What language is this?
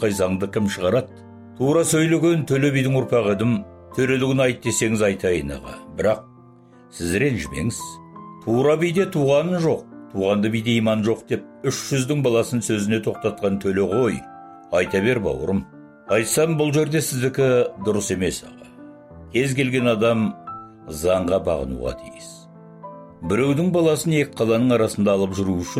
Kazakh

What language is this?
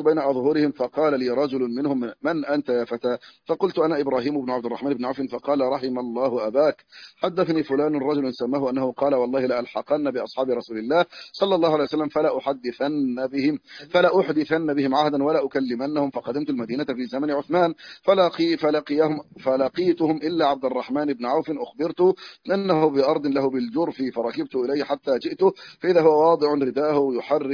Arabic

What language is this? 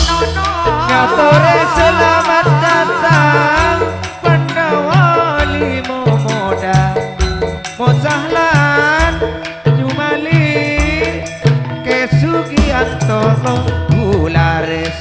Madurese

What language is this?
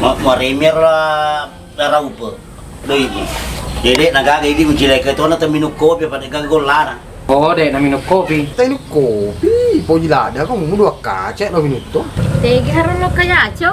Buginese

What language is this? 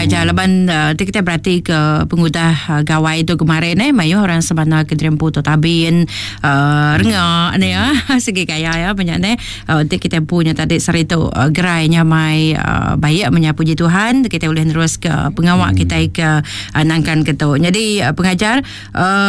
Iban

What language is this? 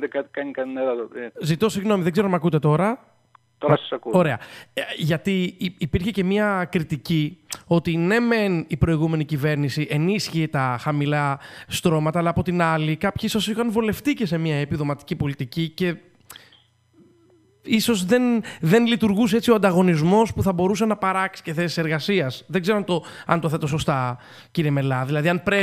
Greek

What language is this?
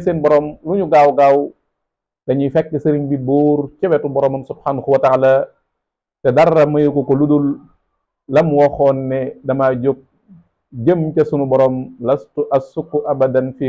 Wolof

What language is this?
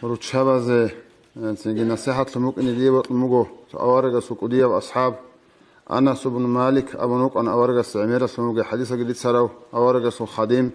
Avaric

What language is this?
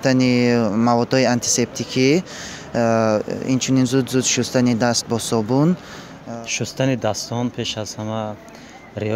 Tajik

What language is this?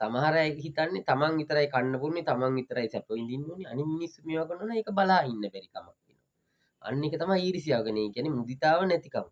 Sinhala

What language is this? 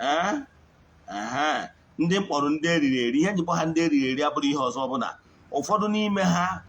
Igbo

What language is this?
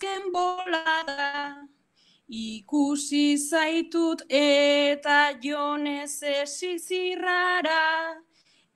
Basque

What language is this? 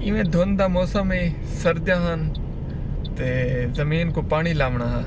Saraiki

